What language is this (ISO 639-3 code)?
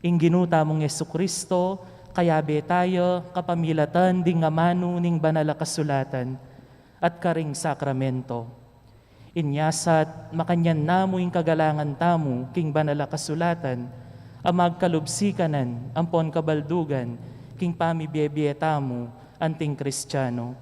pam